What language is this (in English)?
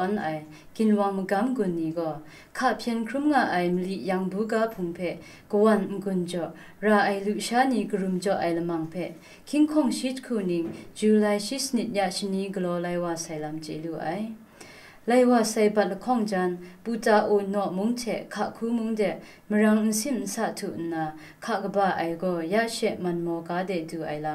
Kachin